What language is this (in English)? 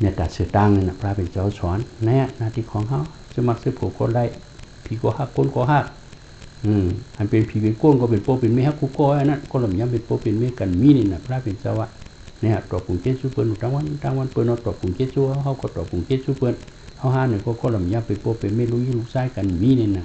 Shan